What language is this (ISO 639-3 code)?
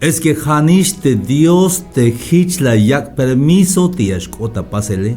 tzh